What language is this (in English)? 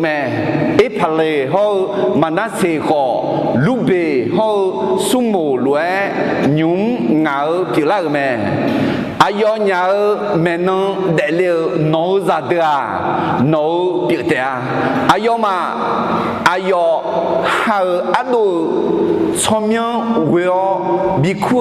Akha